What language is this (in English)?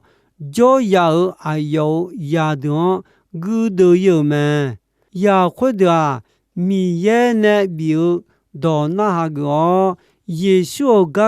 Akha